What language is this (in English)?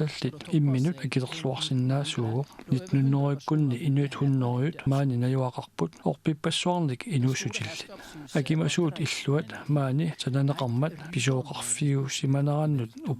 Kalaallisut